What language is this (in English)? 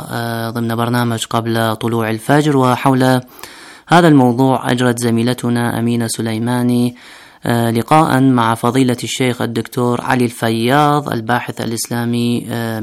Arabic